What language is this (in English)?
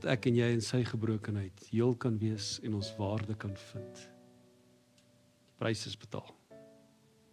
Afrikaans